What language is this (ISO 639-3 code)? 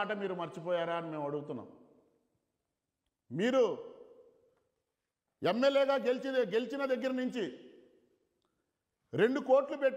tel